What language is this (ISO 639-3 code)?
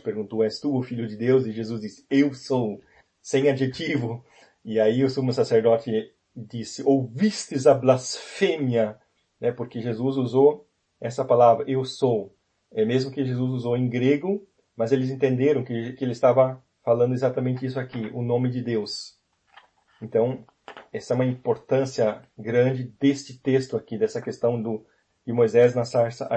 por